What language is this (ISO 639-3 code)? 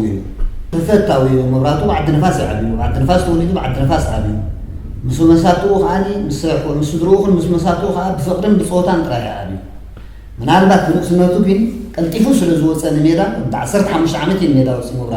tir